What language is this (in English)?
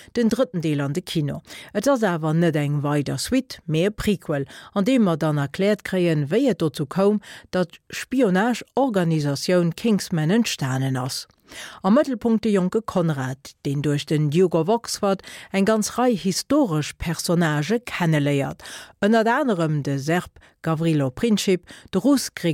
Luxembourgish